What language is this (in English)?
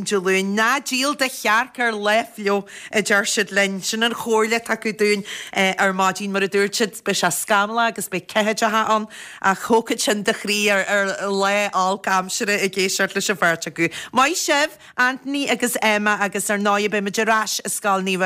Irish